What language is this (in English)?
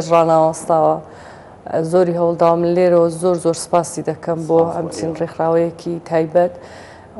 Central Kurdish